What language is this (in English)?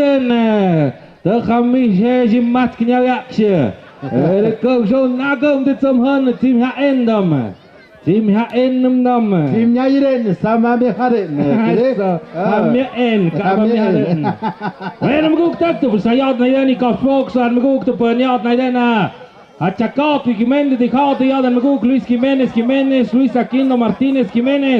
Tlahuitoltepec Mixe